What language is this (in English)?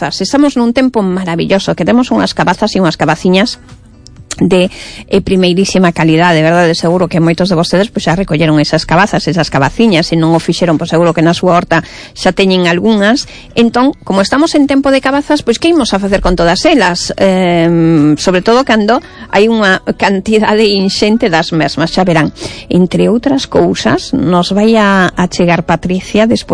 Galician